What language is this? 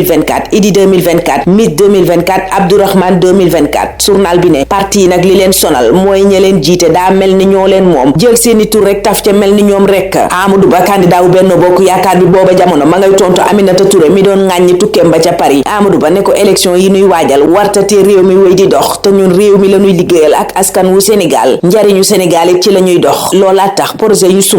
Wolof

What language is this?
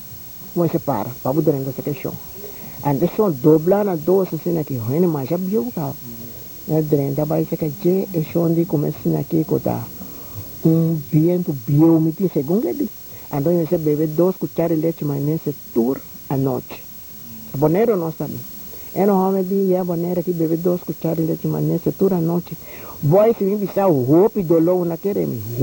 Papiamento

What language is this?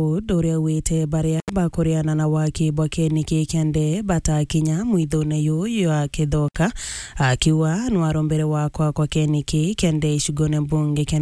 Meru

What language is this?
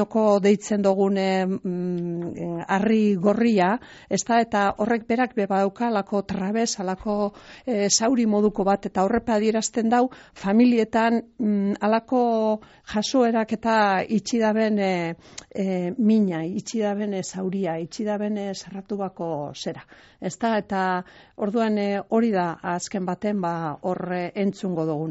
Basque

